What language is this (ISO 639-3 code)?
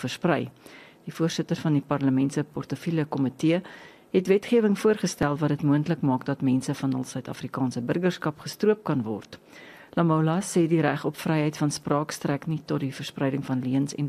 afr